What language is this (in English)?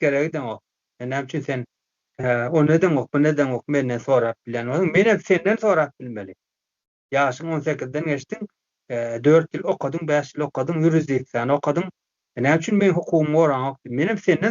Turkmen